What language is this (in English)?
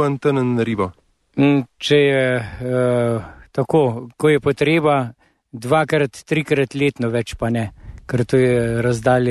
Slovenian